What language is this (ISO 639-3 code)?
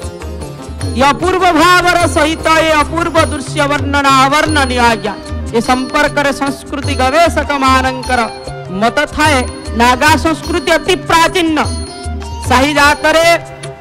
ori